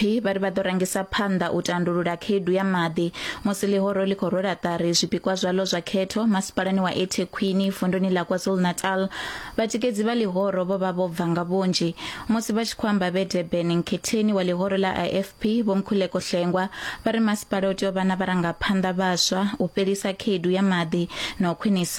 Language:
Venda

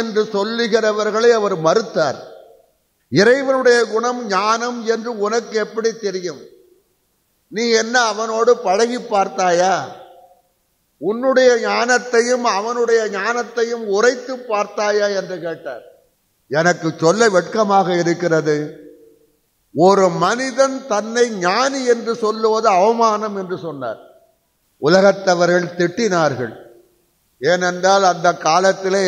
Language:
Tamil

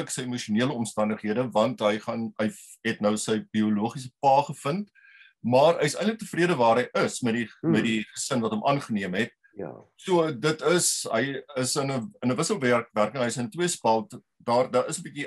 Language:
Afrikaans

